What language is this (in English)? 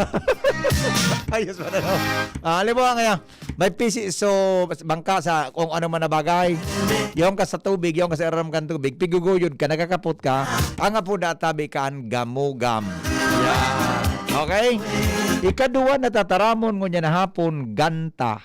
Bikol